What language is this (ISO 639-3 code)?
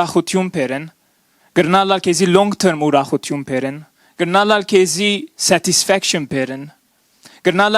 hyw